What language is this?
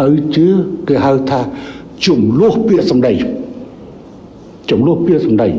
Khmer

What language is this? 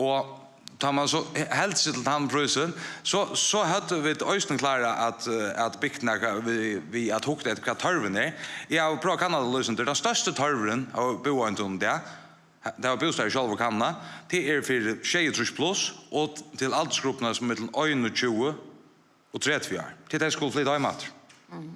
Faroese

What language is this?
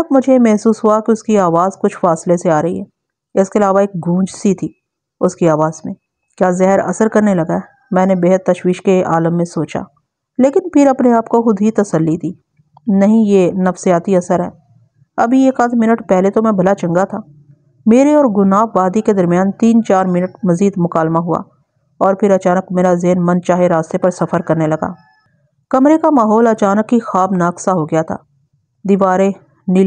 Urdu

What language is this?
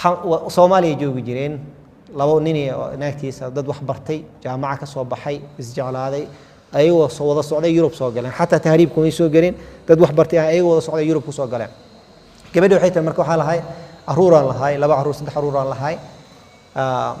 Somali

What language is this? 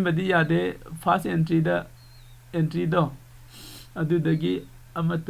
Manipuri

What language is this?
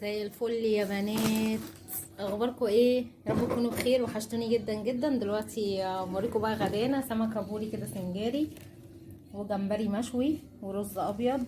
Egyptian Arabic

